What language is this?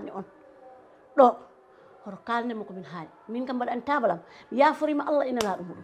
Fula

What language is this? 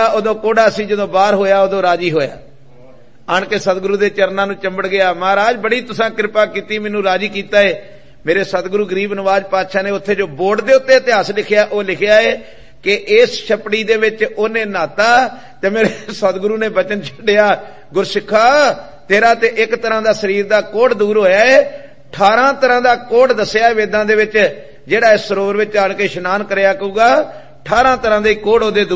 Punjabi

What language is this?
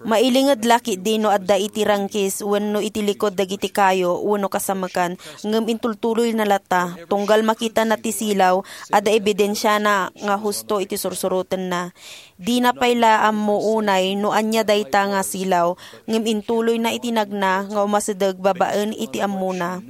Iloko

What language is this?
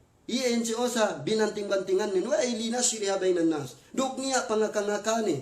Yakan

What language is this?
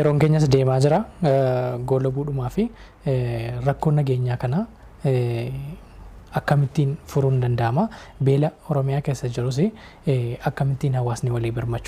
Oromo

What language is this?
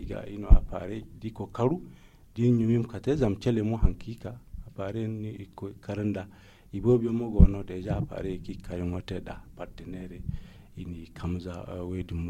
Zarma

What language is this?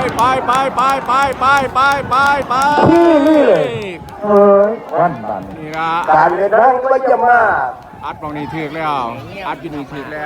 Northeastern Thai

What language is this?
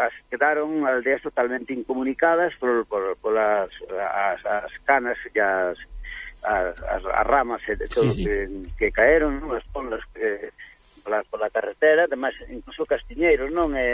Galician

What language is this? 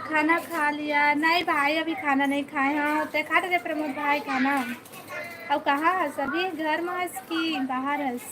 Chhattisgarhi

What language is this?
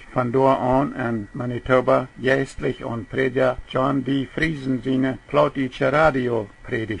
Plautdietsch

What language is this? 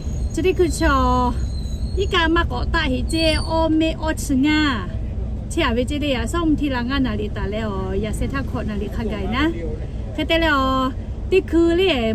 Lahu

